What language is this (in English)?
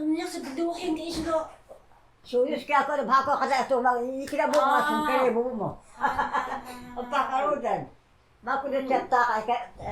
Taroko